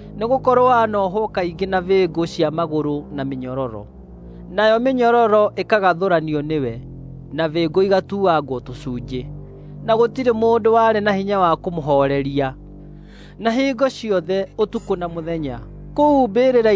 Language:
Kikuyu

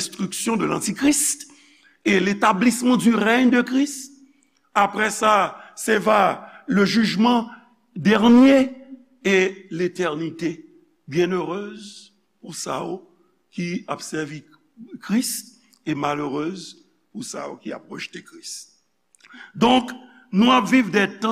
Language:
Haitian Creole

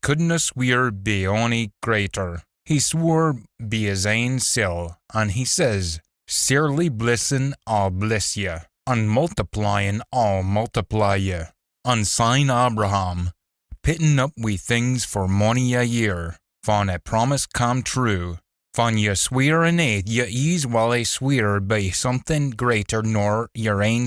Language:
Scots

